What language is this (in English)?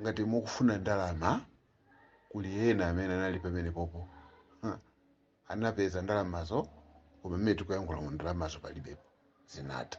Nyanja